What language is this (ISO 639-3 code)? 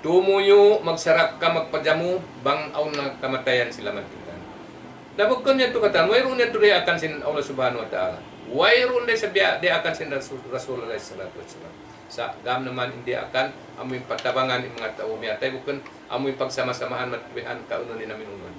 tsg